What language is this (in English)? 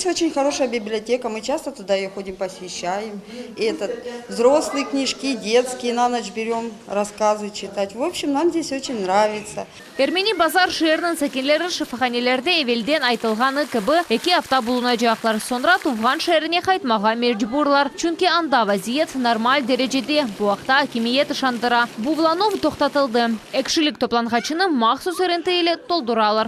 Crimean Tatar